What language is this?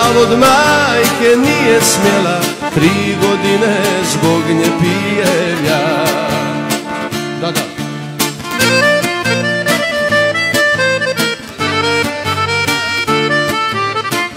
Croatian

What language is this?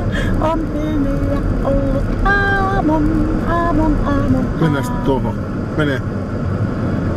Finnish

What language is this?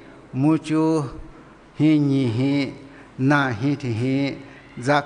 Lisu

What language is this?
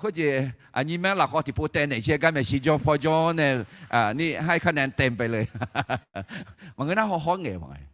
Akha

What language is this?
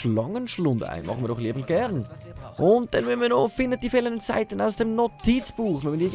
Swiss German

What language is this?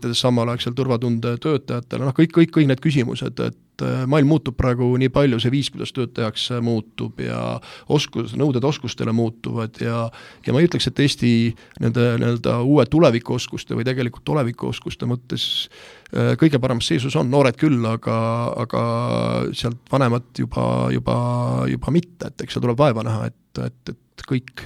Estonian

